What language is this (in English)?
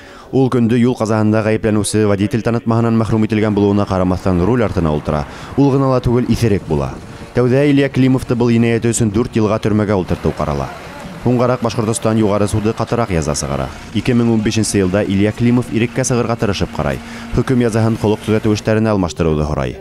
Bashkir